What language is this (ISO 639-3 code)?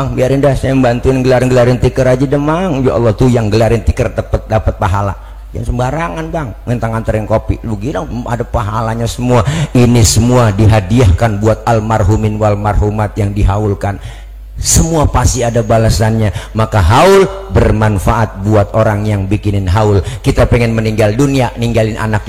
bew